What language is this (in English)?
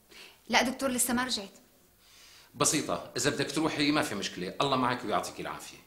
North Levantine Arabic